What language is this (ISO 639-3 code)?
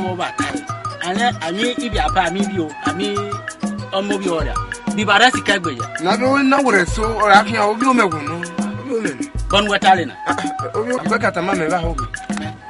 ish